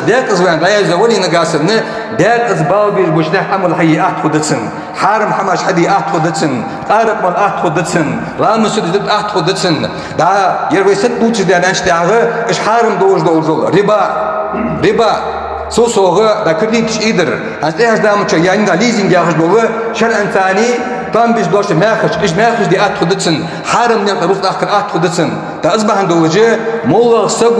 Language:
Ingush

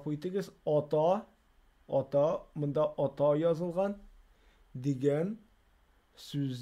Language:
Tatar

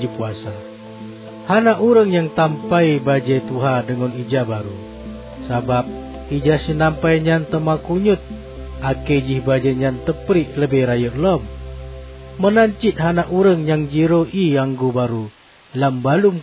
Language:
Achinese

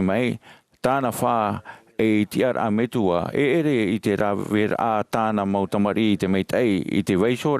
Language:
Tahitian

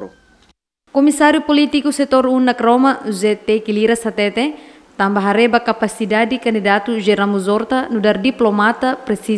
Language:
Tetum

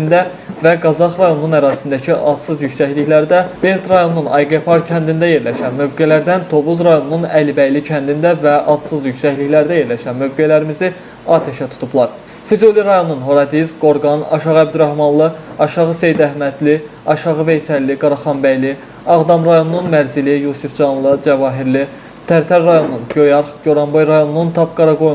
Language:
Azerbaijani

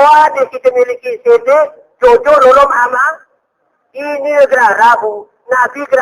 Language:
Gayo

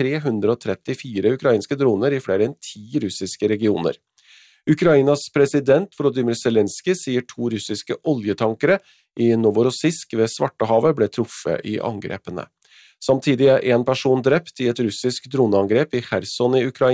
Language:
Norwegian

